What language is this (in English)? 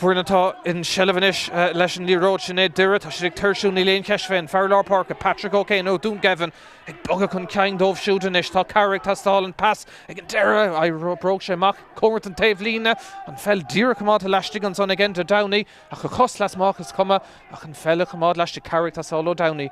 Irish